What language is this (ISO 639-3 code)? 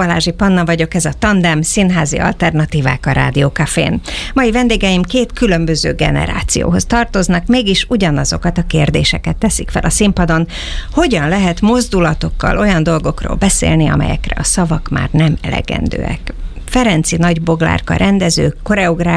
hun